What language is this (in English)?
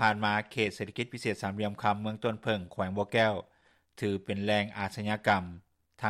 Lao